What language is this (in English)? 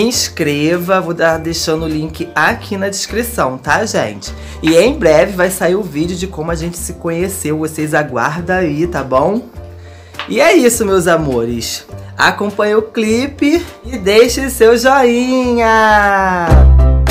Portuguese